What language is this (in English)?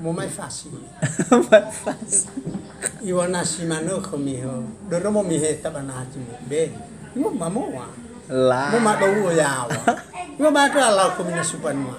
Nias